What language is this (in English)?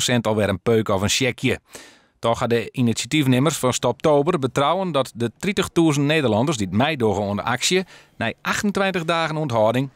Western Frisian